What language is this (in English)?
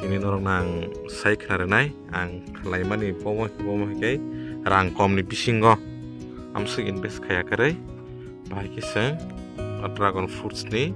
Kok Borok